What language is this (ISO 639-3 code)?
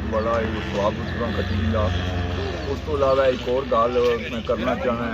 phr